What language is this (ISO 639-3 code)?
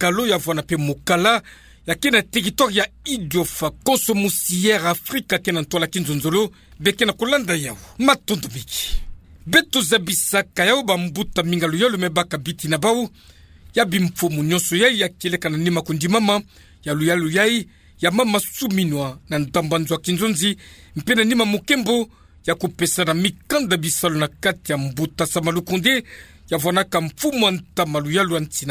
ktu